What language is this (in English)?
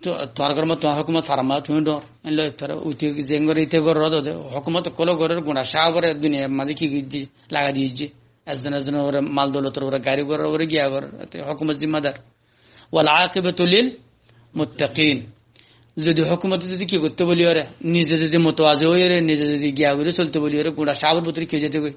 Rohingya